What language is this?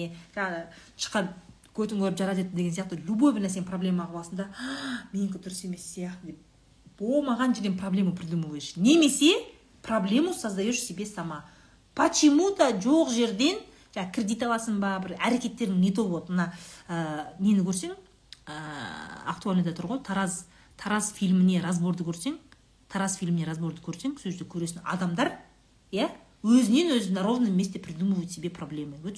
Kazakh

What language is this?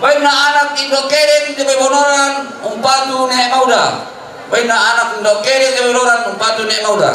Toraja-Sa'dan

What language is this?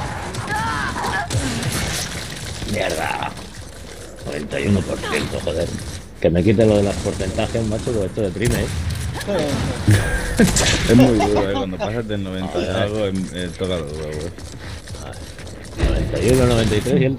Spanish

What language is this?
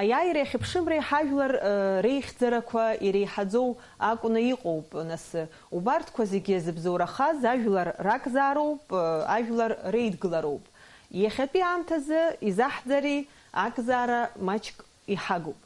Abkhazian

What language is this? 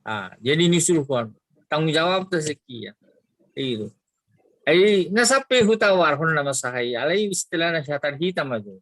Batak Toba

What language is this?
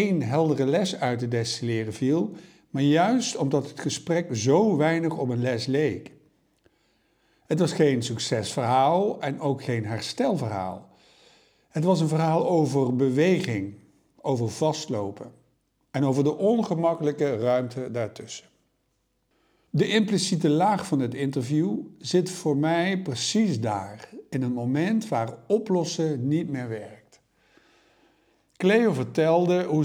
Dutch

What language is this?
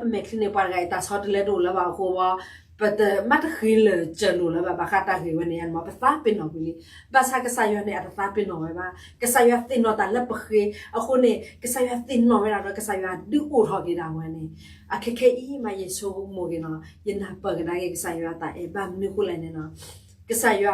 S'gaw Karen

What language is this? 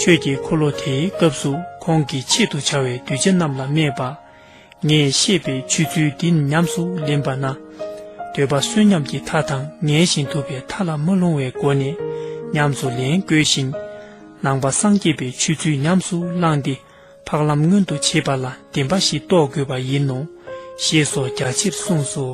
Tibetan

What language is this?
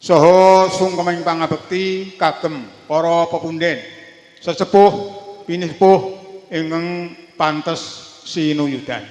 Javanese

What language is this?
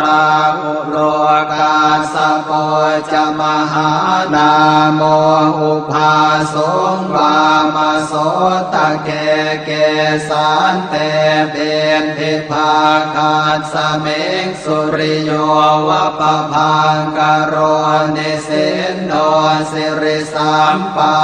Pali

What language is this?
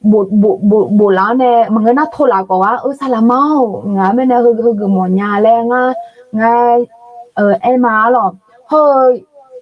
Akha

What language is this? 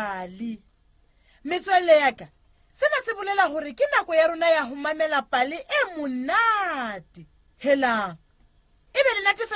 Southern Sotho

